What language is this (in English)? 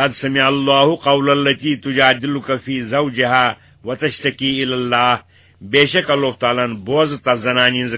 Kashmiri